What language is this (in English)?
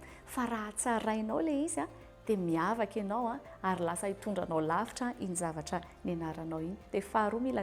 Malagasy